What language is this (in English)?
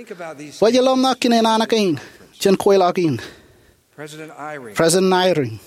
Marshallese